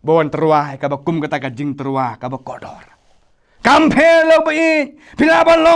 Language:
Khasi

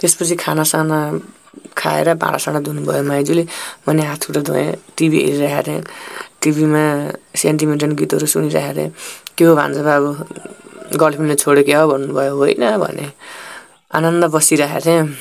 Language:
Nepali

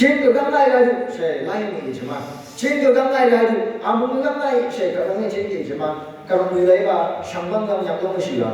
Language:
Phom Naga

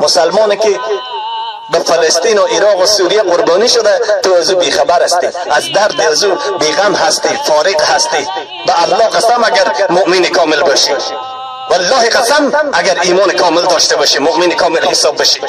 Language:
Persian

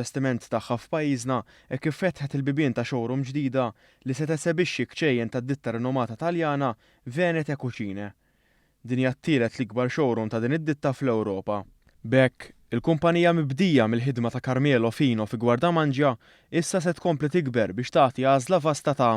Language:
Maltese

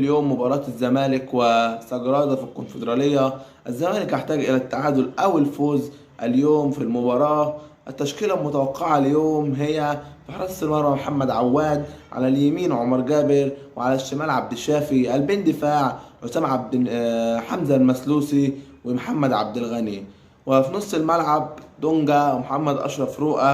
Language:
Egyptian Arabic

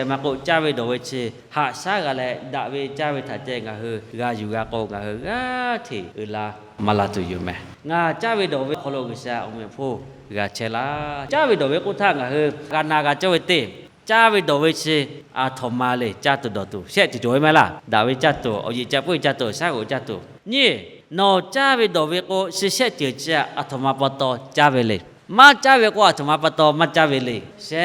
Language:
Lahu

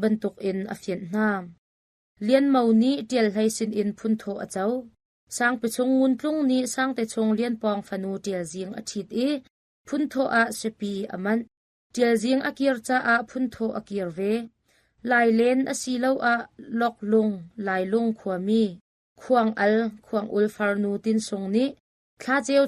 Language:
Hakha Chin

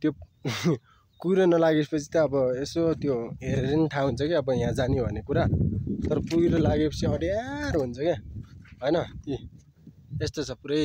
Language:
Nepali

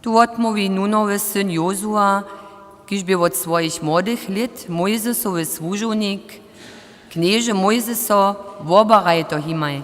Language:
Upper Sorbian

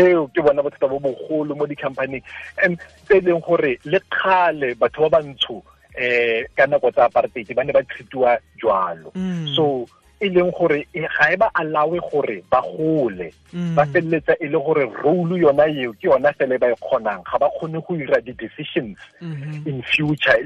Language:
Tswana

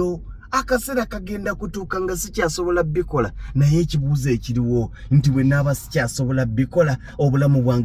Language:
Ganda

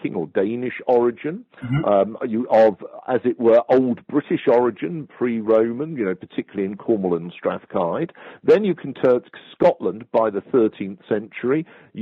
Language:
English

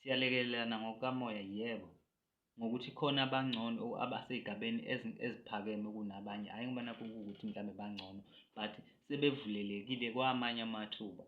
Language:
Zulu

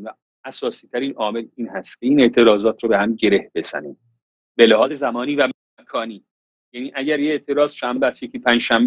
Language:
Persian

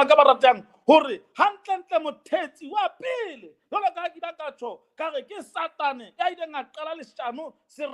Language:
Southern Sotho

